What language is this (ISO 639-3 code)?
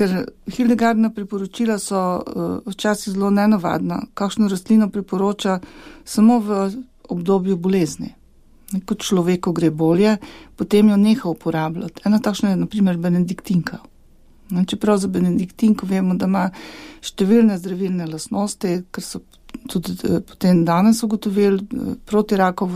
slv